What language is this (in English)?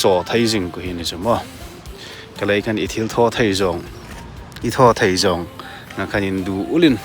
Hmar